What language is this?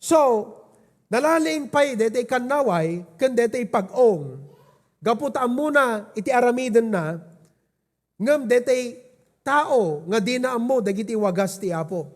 Iloko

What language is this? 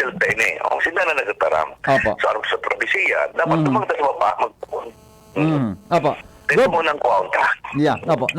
Bikol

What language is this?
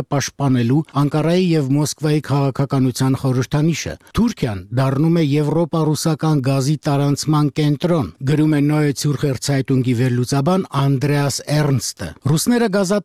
Armenian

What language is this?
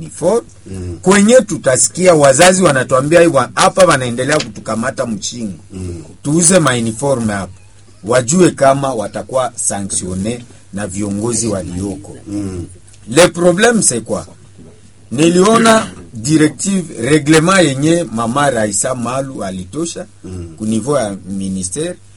Swahili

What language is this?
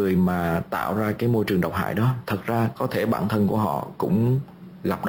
Vietnamese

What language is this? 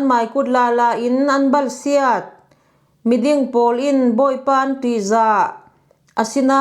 Falam Chin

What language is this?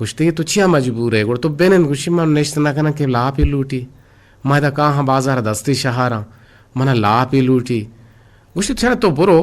Eastern Balochi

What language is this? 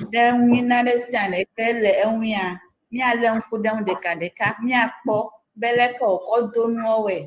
Ewe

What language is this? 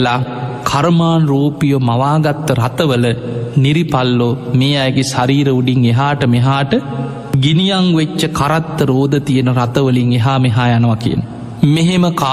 Sinhala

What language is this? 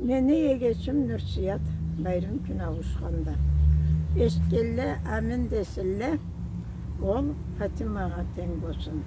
Karachay-Balkar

